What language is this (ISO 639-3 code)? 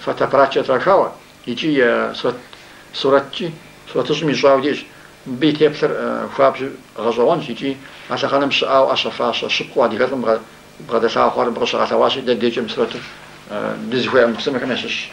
kbd